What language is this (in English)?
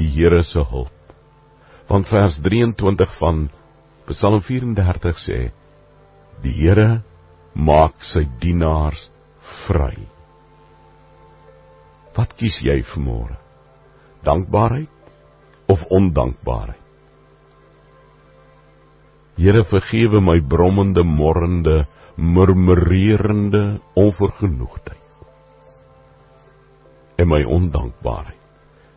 Afrikaans